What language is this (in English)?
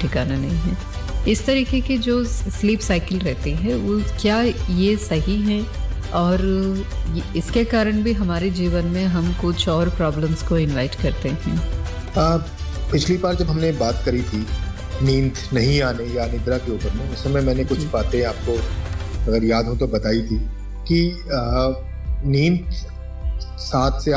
Hindi